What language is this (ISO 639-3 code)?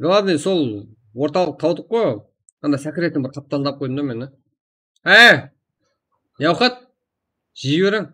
kaa